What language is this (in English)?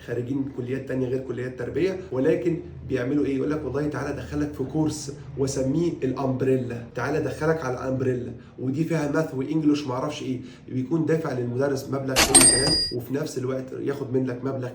Egyptian Arabic